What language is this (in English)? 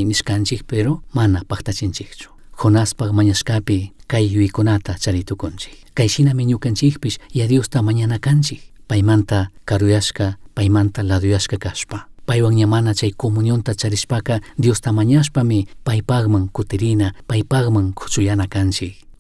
Chimborazo Highland Quichua